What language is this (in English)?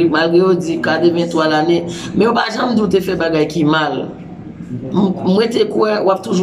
Haitian Creole